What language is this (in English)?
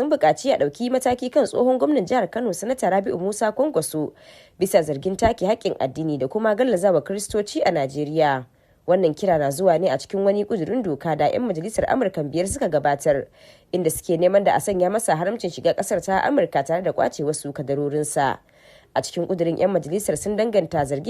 Hausa